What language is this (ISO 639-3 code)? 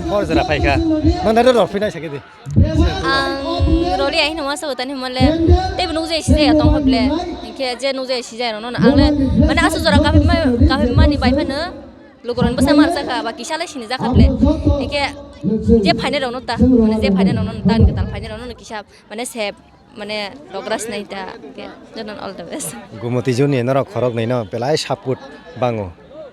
trp